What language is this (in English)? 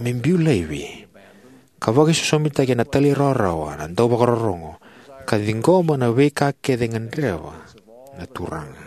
Fijian